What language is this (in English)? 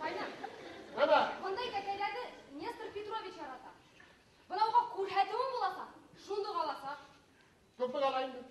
Bashkir